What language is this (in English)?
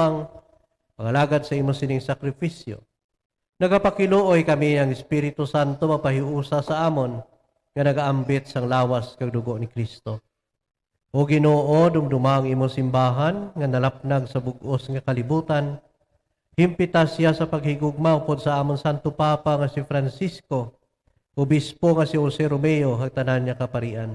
Hiligaynon